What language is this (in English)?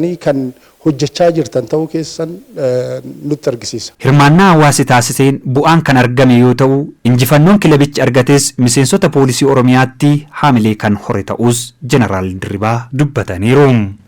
Oromo